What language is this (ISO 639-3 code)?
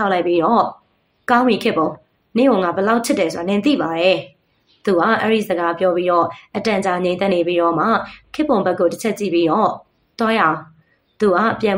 mya